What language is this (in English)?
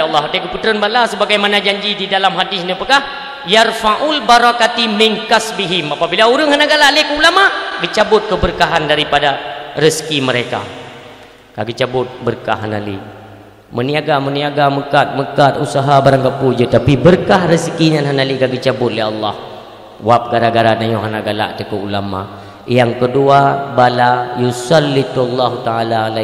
Achinese